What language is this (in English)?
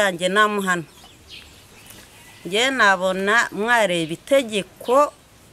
Kinyarwanda